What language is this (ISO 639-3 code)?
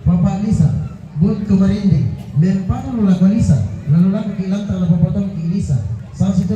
sda